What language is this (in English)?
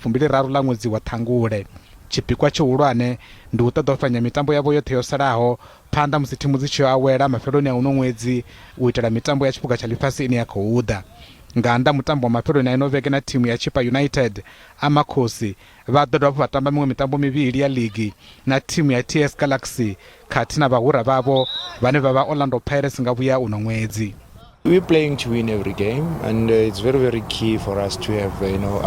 Venda